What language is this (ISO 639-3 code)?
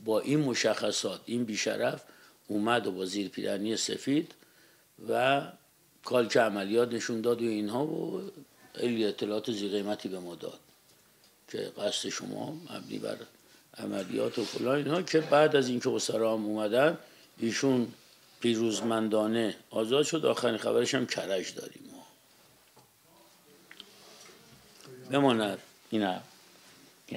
fas